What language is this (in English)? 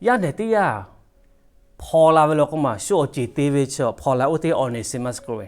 Lahu